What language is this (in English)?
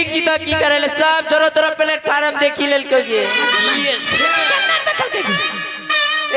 Maithili